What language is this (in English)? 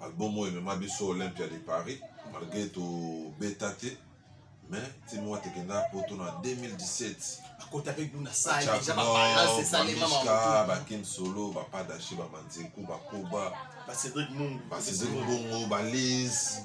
Lingala